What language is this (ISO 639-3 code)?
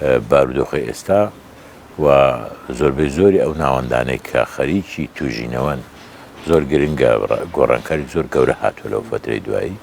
ckb